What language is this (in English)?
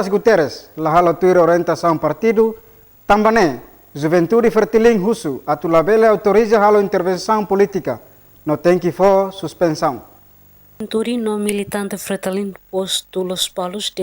Tetum